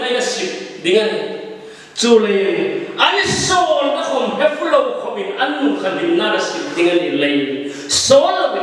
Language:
Hmar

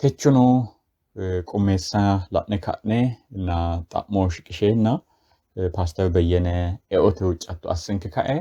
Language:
Sidamo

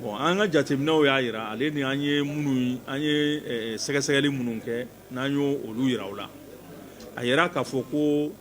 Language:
Bambara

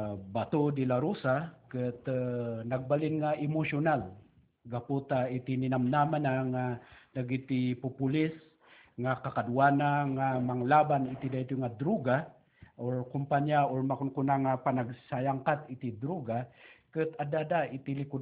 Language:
Iloko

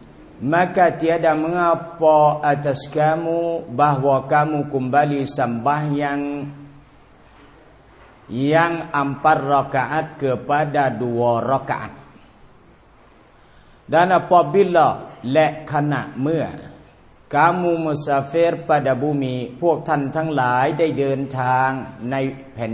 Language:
Thai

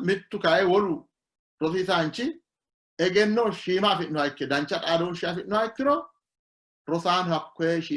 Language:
Sidamo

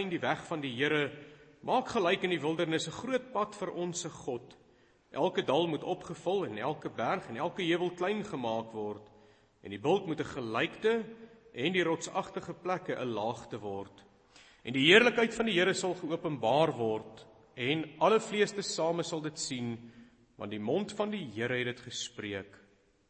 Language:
Afrikaans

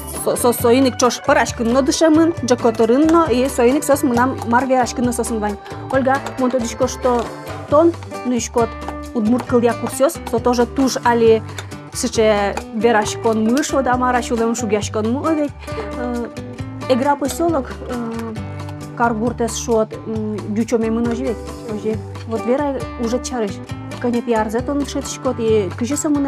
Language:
Udmurt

